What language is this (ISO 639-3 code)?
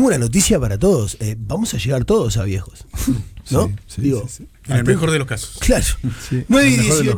spa